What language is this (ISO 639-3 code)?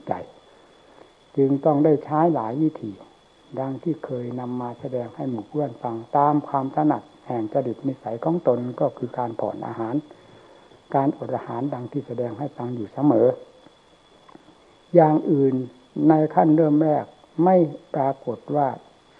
tha